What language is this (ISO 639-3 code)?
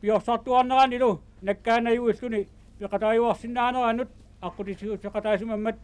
kal